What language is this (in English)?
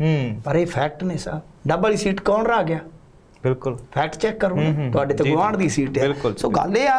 Punjabi